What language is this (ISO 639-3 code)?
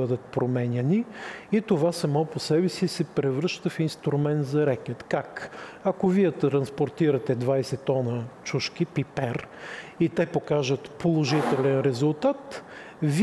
bul